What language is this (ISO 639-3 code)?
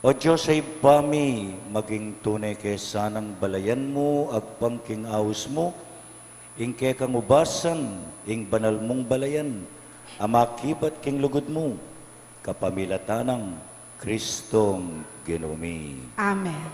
pam